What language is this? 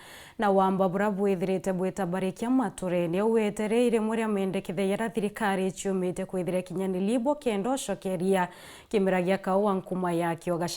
Meru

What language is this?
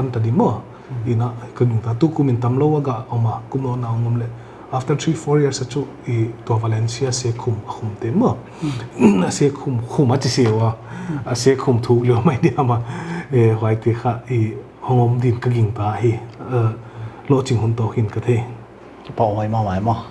Paite Chin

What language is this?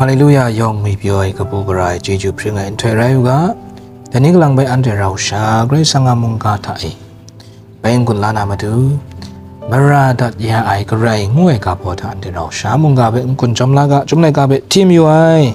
Kachin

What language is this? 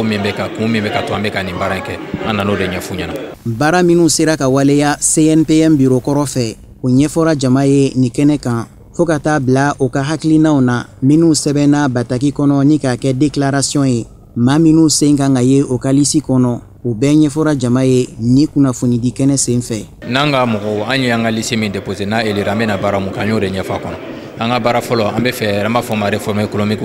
Bambara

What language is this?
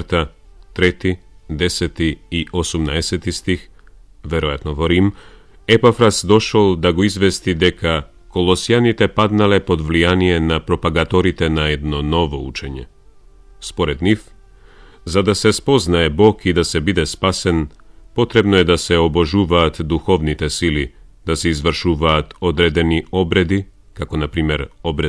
Macedonian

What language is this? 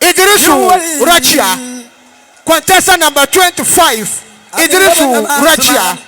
Dagbani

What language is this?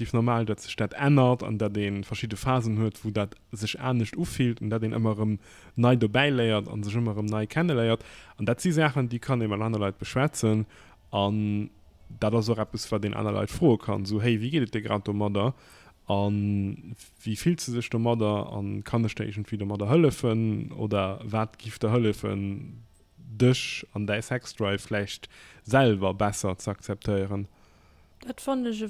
Luxembourgish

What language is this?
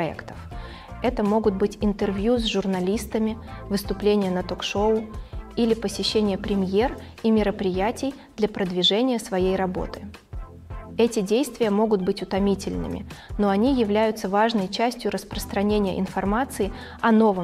Russian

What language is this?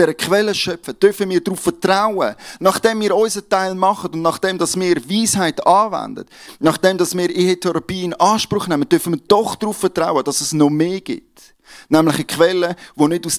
Swiss German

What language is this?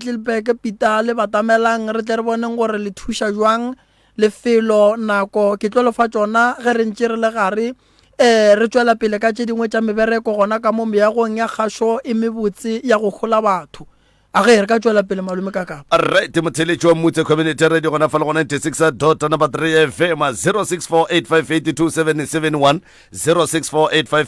Northern Sotho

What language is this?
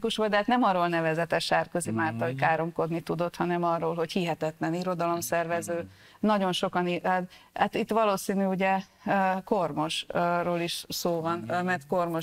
Hungarian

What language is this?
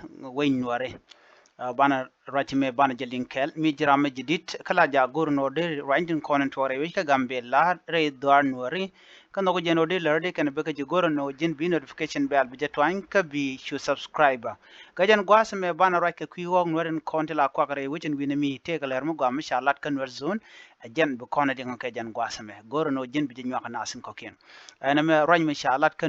Nuer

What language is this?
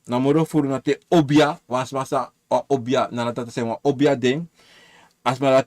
Sranan Tongo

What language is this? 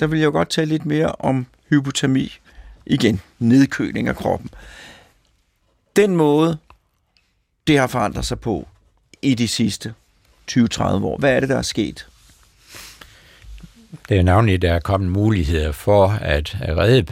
Danish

